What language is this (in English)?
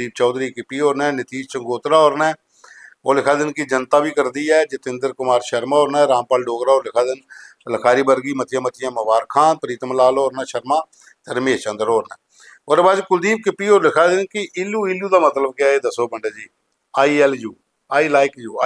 Dogri